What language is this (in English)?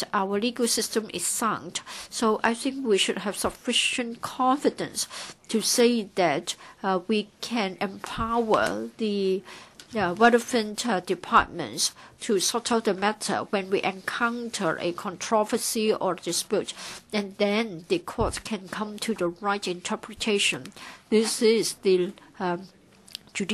English